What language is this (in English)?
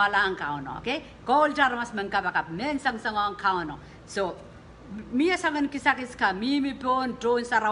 Pohnpeian